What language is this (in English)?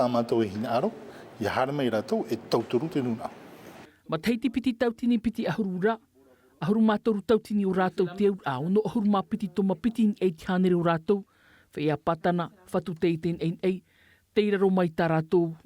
Tahitian